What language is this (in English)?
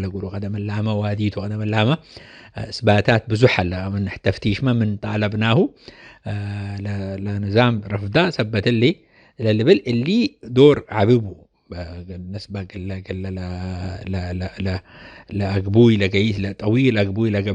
Tigre